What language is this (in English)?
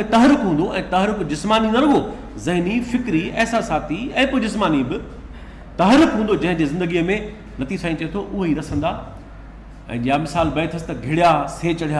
Sindhi